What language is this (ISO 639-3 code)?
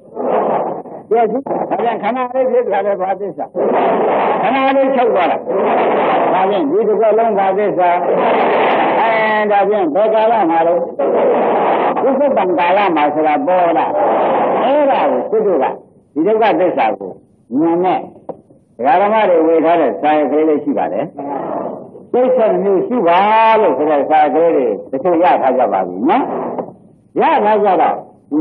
mya